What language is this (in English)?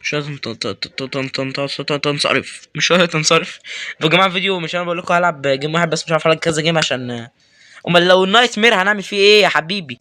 Egyptian Arabic